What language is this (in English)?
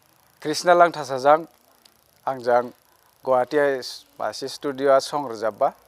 Dimasa